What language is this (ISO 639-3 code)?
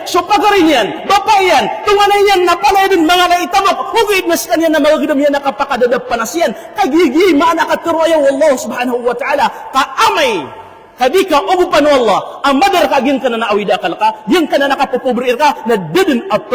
mrw